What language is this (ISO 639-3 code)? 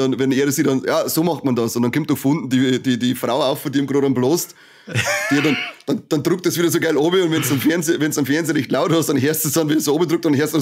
bar